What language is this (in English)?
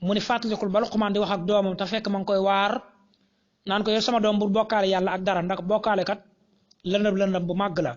Wolof